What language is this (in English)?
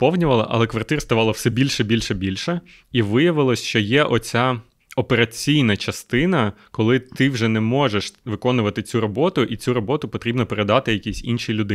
Ukrainian